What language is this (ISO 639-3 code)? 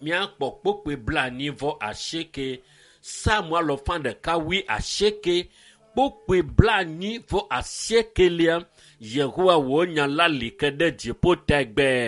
ewe